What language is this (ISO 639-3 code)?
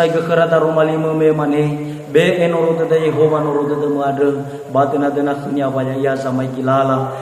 nia